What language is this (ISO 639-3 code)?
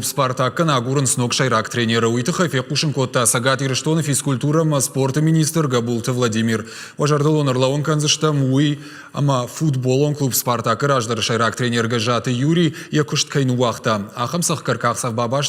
oss